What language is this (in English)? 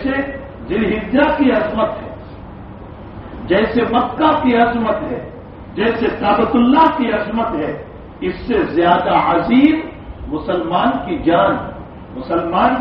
Urdu